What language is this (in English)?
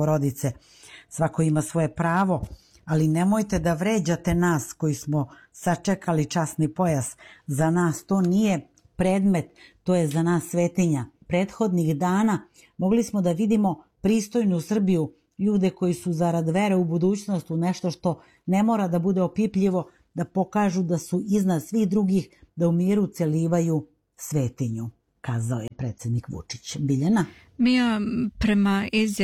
Serbian